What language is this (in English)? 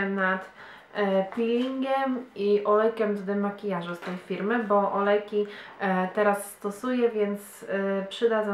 Polish